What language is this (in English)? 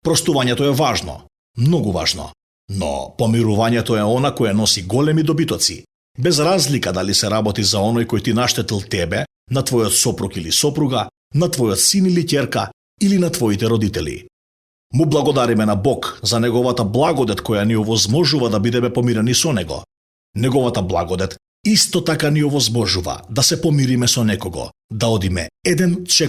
Macedonian